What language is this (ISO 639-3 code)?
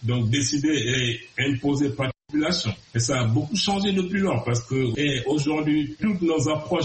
fra